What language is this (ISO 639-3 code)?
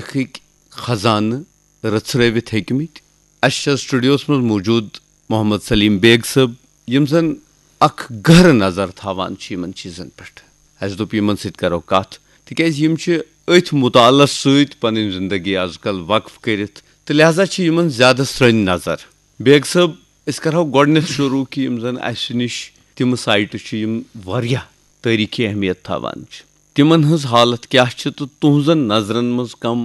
kas